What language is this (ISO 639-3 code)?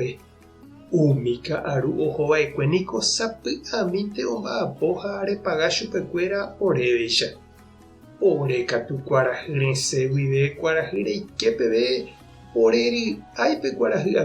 grn